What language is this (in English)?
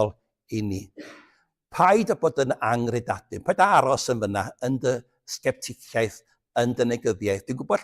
Welsh